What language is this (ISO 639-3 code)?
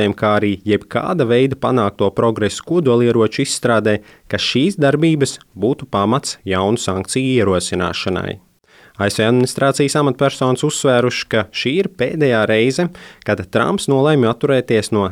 lav